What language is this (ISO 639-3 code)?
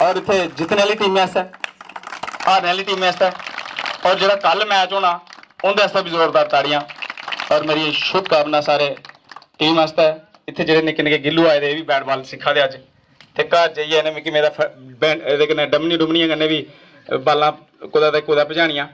doi